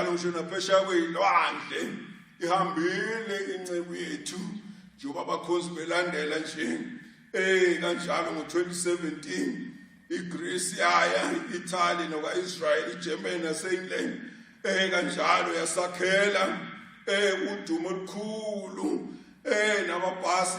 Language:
Zulu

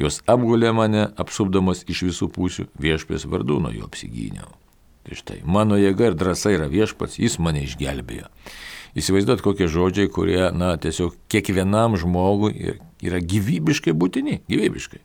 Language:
Lithuanian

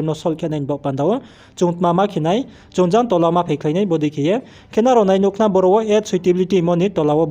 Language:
Riang (India)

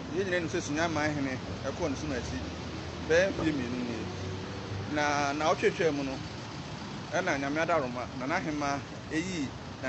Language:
Akan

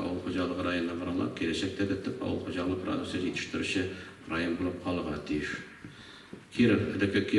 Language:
Tatar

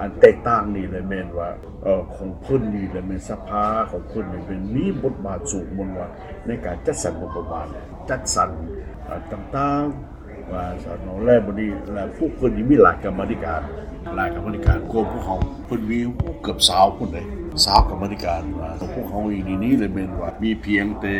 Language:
Lao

